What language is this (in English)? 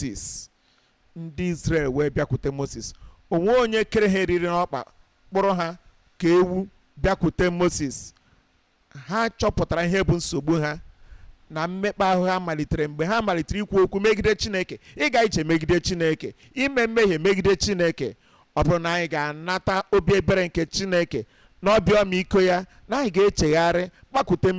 Igbo